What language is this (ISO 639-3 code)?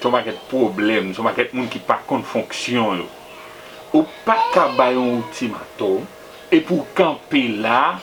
hat